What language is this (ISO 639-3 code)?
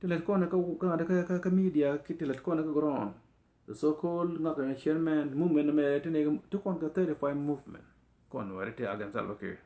nus